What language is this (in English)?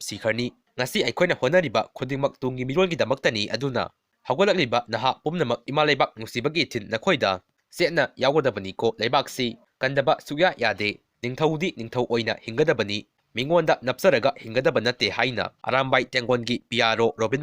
Manipuri